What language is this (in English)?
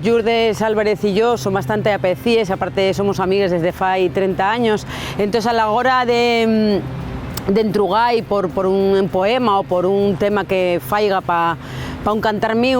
Asturian